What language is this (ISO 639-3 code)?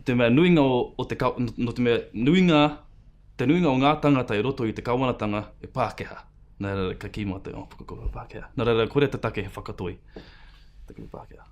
mri